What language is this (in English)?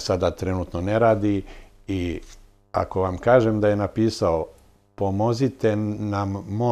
Serbian